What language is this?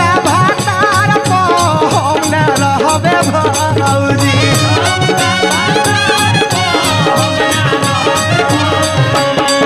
Bhojpuri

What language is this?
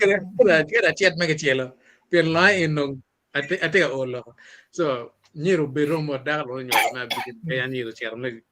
Acoli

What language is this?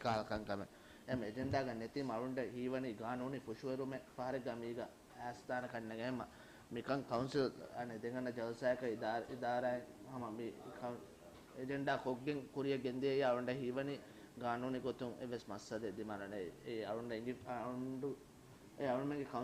Divehi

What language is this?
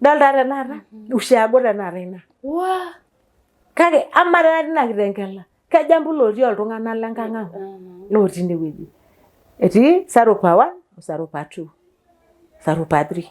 Masai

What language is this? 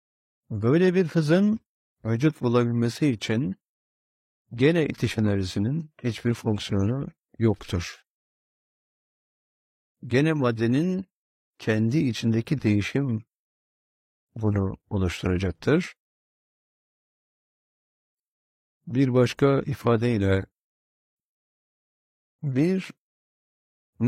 Turkish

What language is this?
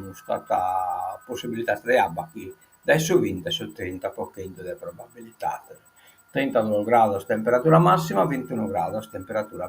Sardinian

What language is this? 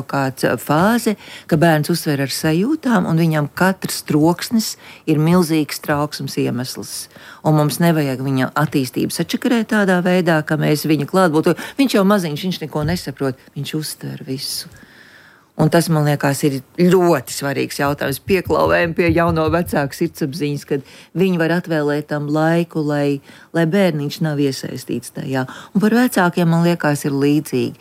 Latvian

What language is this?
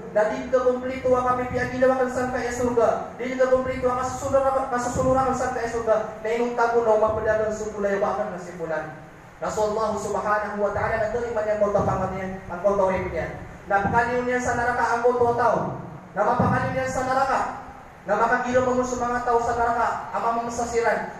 Maranao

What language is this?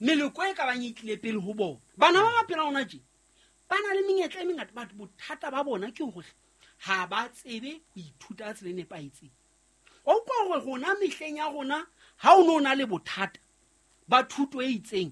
Southern Sotho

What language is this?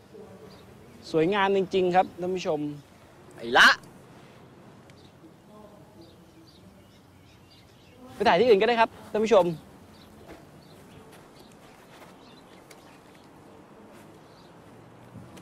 Thai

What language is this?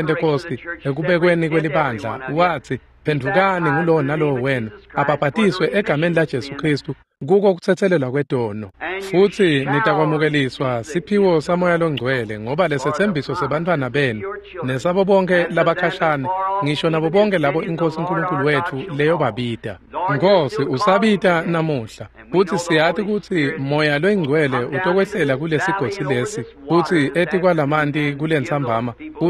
Swati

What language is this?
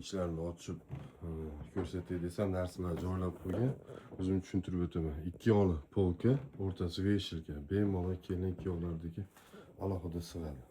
Uzbek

